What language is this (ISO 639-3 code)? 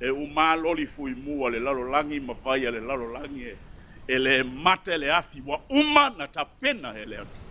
smo